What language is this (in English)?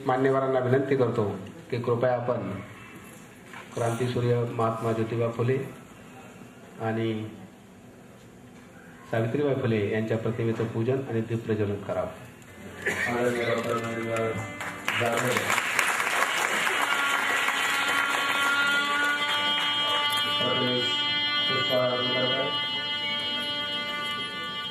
Marathi